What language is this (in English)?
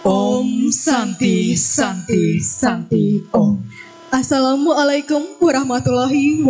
Balinese